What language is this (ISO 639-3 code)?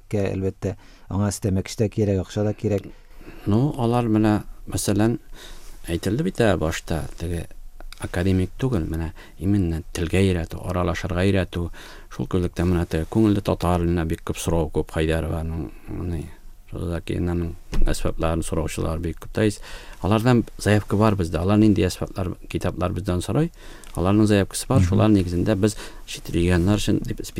tat